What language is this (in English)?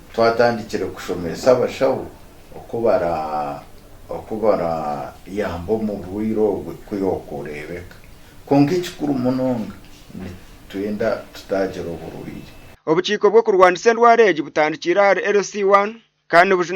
Nyankole